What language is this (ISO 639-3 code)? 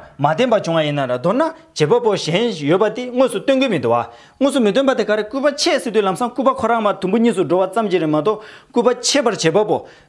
bod